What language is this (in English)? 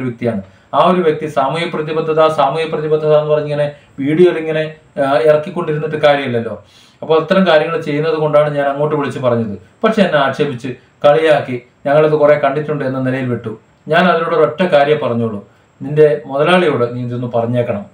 Malayalam